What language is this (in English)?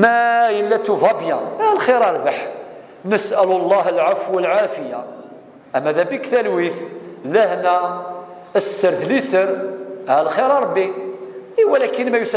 Kabyle